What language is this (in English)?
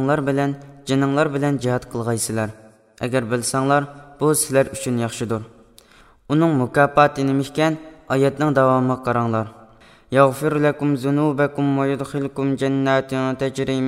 Uyghur